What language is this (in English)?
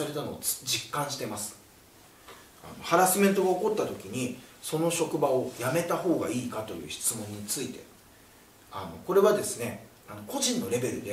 Japanese